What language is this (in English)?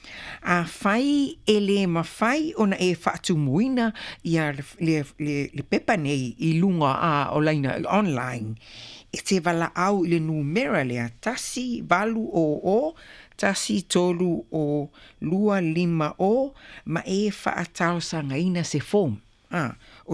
Samoan